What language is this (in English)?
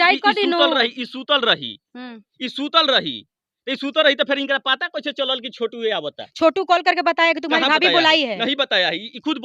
Bhojpuri